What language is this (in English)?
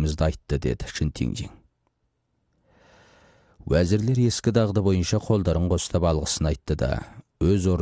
Kazakh